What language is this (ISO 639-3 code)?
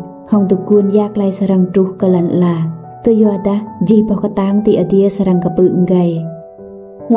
rad